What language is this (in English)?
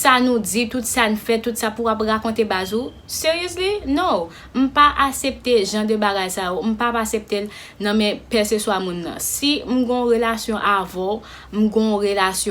Haitian Creole